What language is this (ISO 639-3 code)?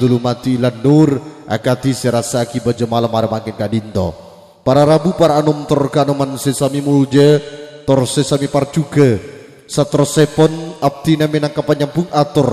mad